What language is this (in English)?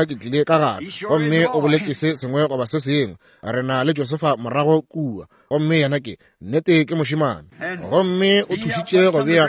Northern Sotho